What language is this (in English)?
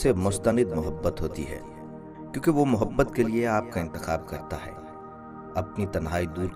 Urdu